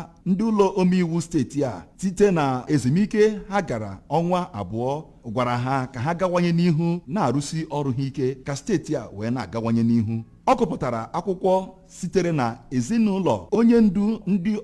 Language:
Igbo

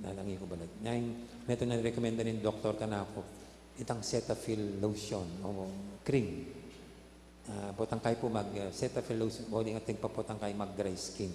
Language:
Pampanga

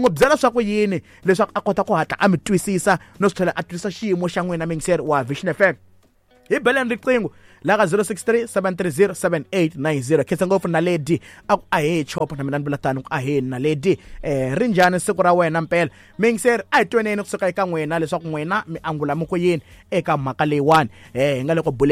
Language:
Tsonga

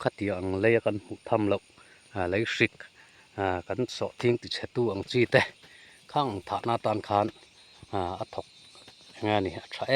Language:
Mizo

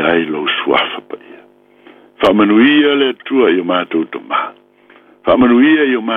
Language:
Samoan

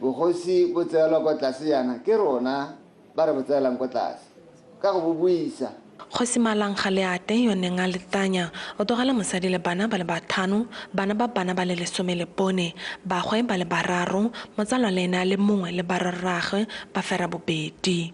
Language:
Tswana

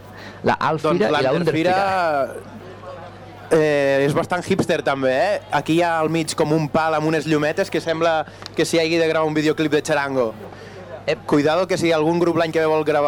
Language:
Catalan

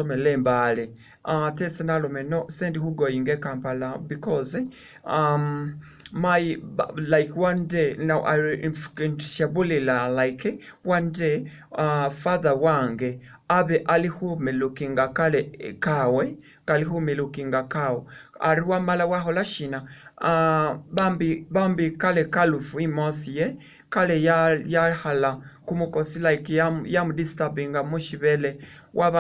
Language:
Masaaba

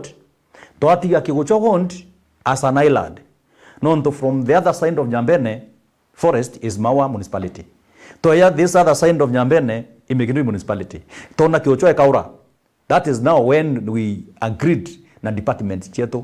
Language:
Meru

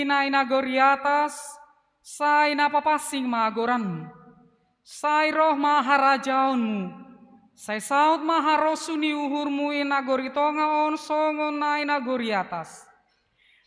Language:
Batak Simalungun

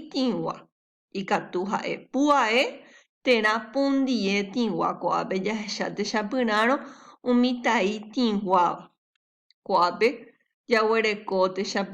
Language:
Guarani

